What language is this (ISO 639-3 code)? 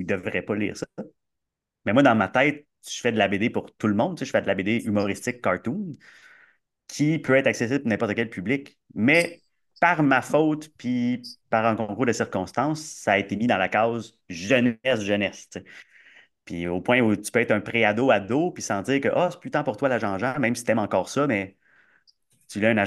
fra